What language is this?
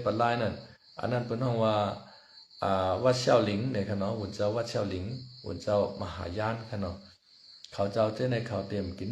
Shan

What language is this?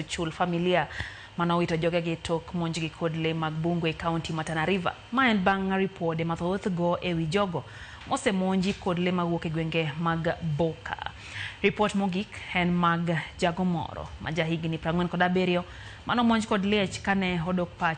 Luo (Kenya and Tanzania)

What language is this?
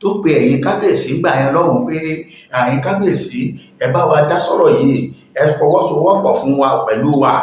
Yoruba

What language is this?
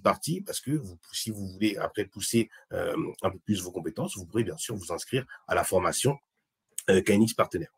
French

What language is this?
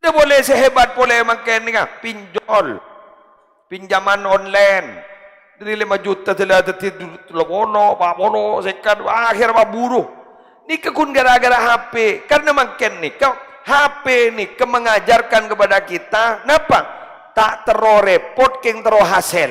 Madurese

